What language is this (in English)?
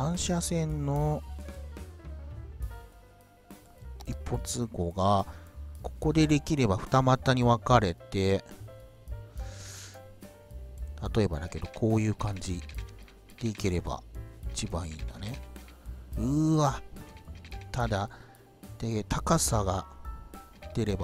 Japanese